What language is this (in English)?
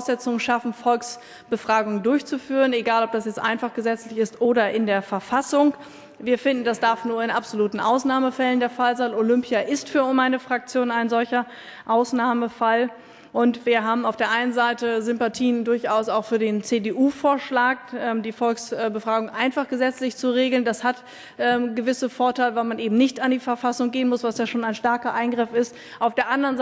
German